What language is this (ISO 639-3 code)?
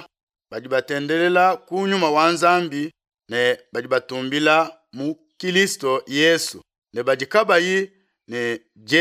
lua